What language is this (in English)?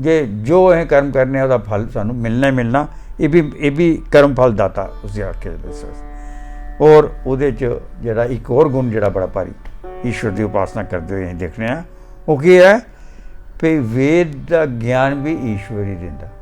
Dogri